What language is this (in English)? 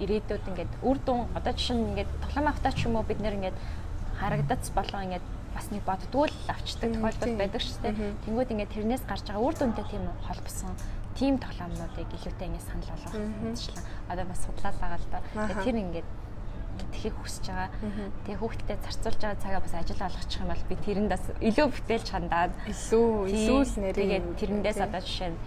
Mongolian